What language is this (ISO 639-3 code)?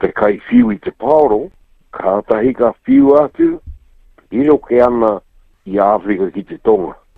mri